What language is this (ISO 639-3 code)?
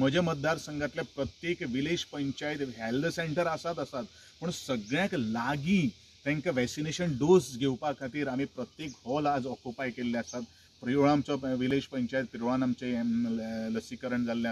kok